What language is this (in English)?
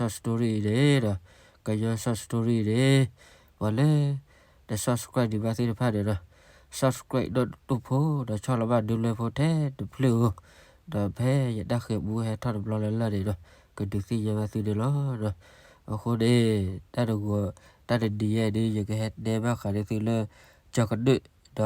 S'gaw Karen